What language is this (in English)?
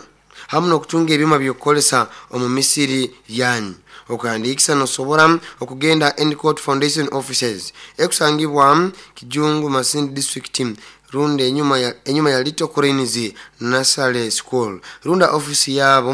Nyoro